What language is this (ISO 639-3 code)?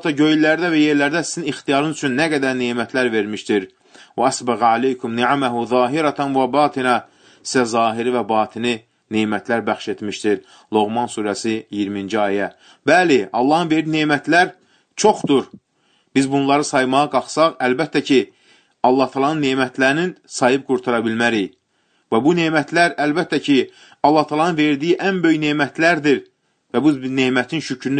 aze